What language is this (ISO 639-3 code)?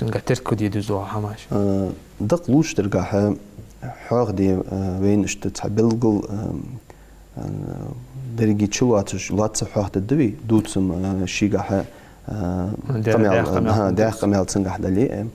inh